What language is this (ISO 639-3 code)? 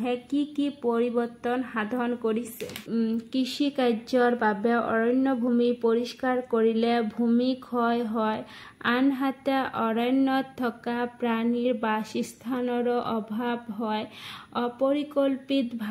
asm